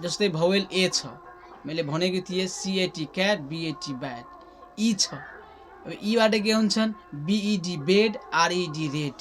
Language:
Nepali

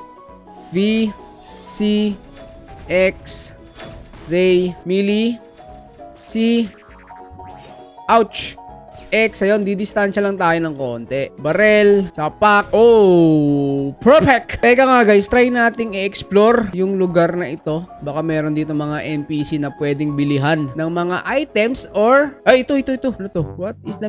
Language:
Filipino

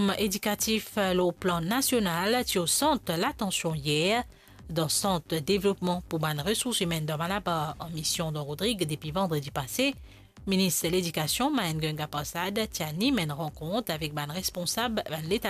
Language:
Morisyen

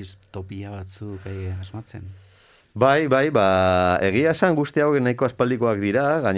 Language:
Basque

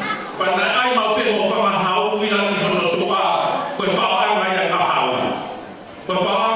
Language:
Tongan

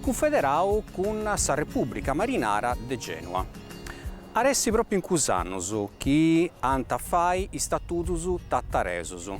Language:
Sardinian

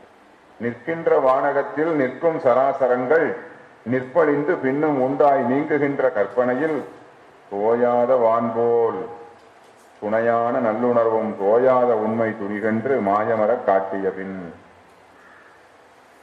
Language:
Tamil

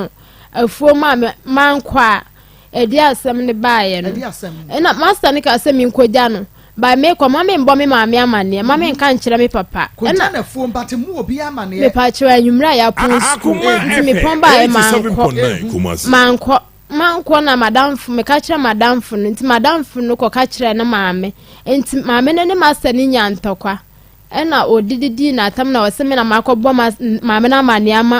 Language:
Akan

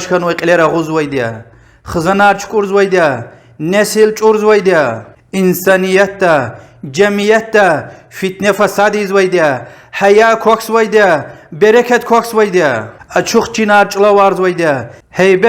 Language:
Lezghian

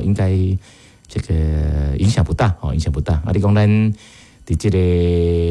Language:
Min Nan Chinese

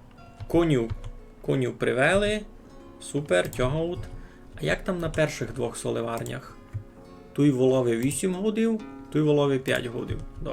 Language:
Rusyn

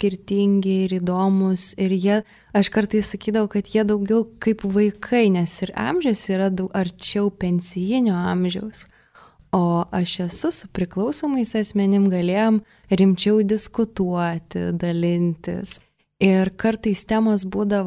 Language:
Lithuanian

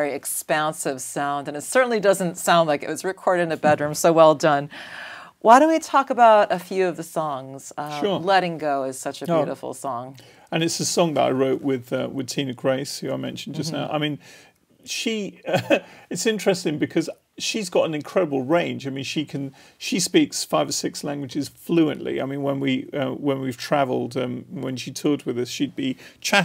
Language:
English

